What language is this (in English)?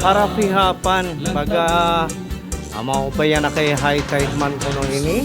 Waray